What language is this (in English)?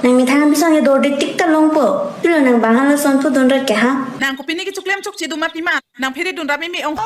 Karbi